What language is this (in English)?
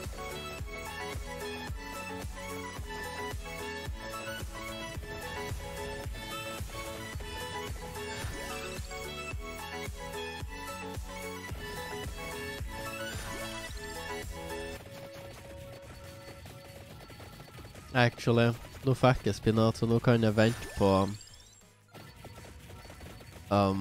Norwegian